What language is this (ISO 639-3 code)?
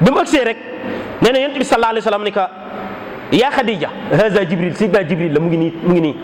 wol